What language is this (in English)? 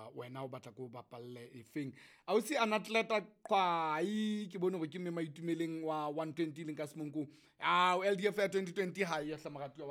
Southern Sotho